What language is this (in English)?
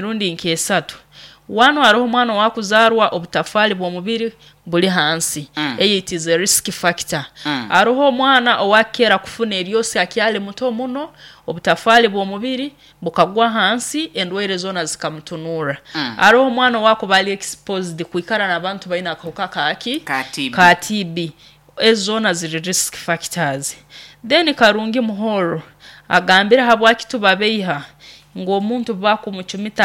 Nyoro